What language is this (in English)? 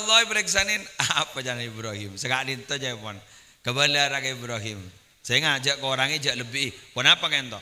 Madurese